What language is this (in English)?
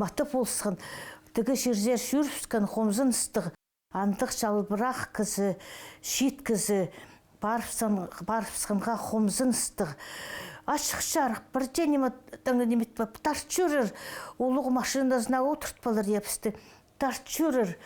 Khakas